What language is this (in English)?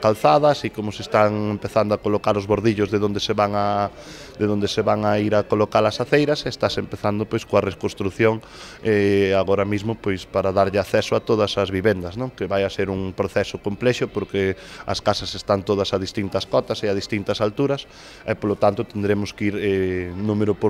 Galician